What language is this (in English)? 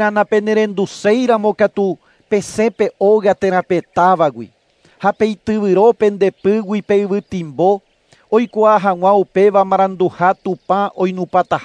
Guarani